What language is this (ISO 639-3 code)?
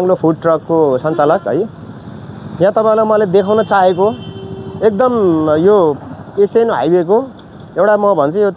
nep